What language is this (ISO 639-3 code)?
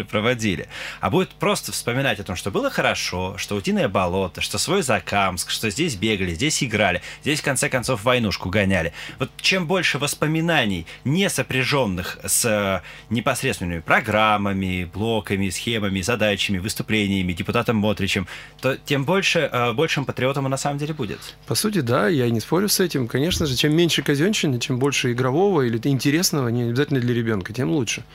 rus